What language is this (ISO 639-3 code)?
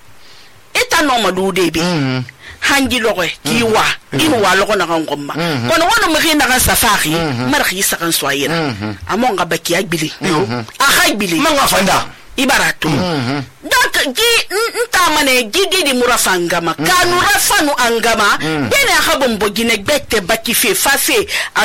sus